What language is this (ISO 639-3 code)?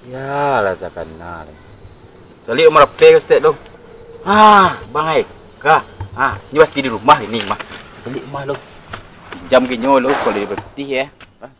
min